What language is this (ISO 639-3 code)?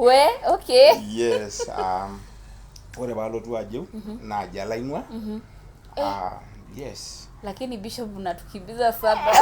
mas